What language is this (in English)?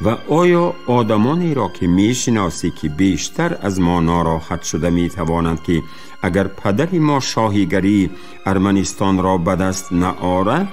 Tajik